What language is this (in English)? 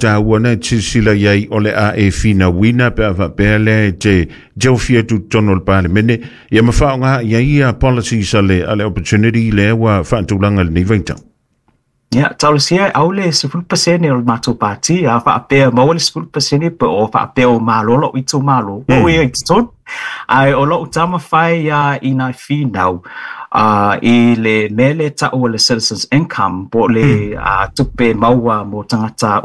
Samoan